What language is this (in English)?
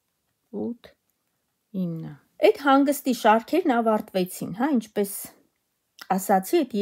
Armenian